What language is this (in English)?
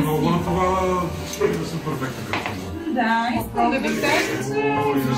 Bulgarian